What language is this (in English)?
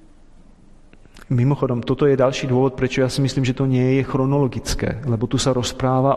Slovak